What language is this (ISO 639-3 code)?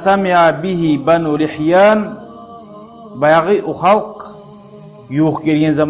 kum